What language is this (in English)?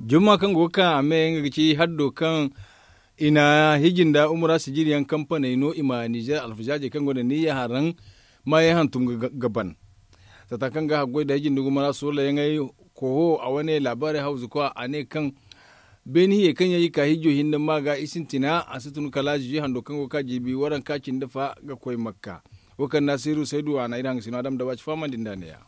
Zarma